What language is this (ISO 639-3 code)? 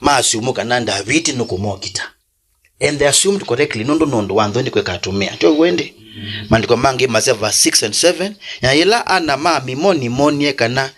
kam